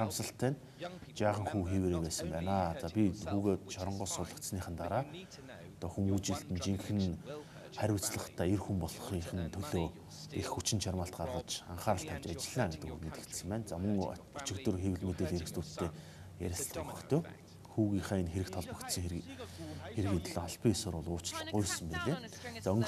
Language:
Mongolian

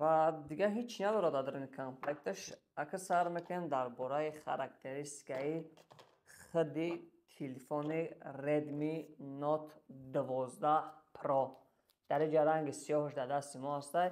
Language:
Tajik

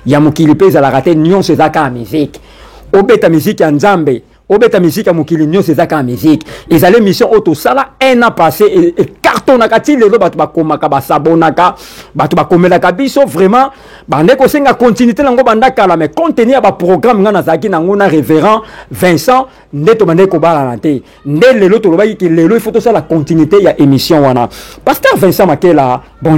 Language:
Lingala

